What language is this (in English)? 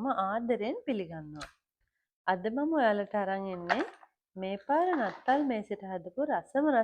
Sinhala